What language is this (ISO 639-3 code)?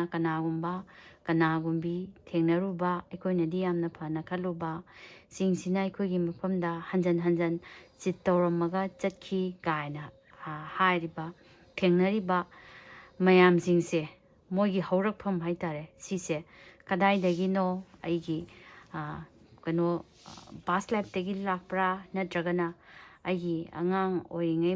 mni